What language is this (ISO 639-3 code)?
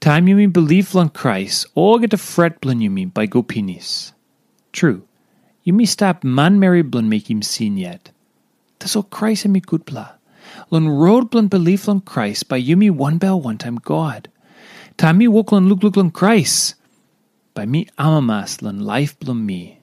tpi